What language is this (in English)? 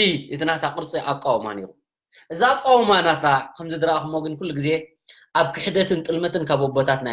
Tigrinya